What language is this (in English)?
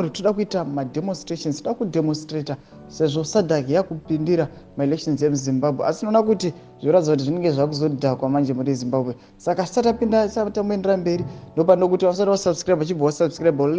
Shona